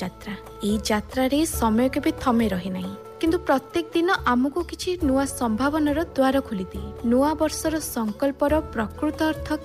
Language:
Odia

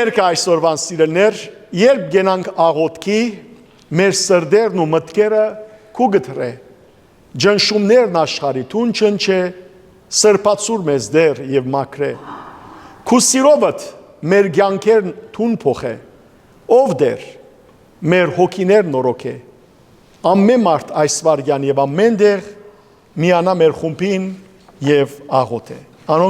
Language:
Western Armenian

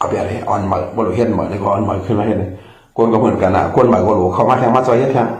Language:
Shan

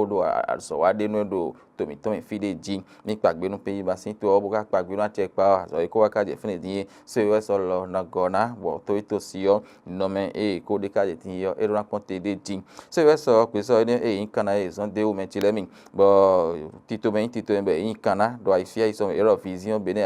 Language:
Fon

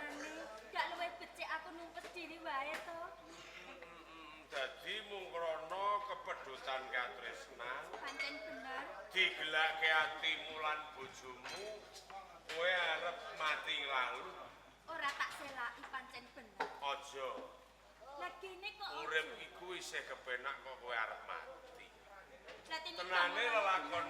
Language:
Javanese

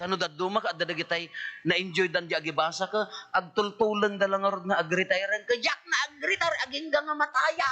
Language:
Iloko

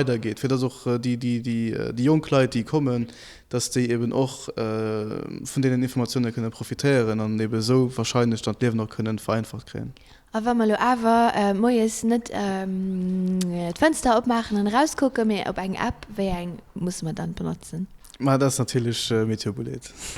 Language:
Luxembourgish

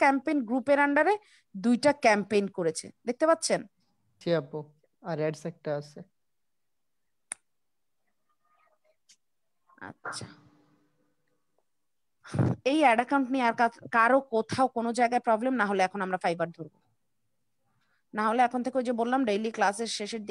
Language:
Bangla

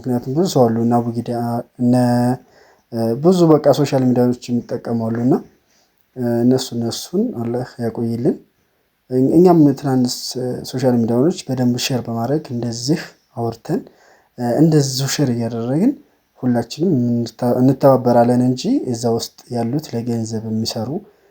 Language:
Amharic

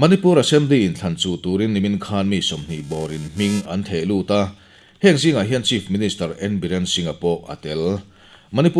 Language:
Mizo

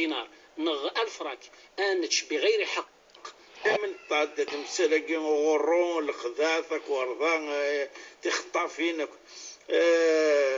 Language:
Kabyle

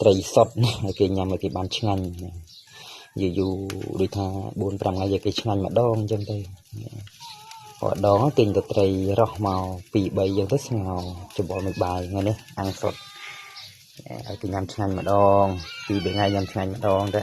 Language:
Khmer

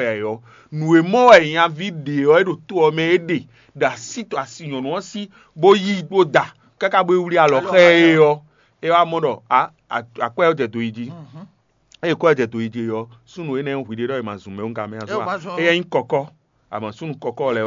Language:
Fon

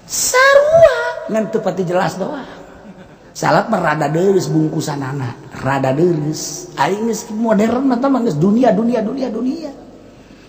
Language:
Sundanese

